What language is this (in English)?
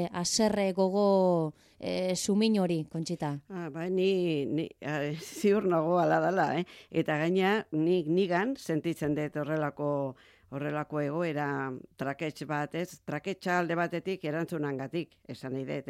Basque